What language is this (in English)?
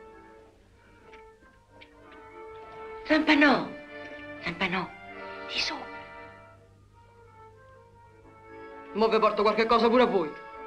Italian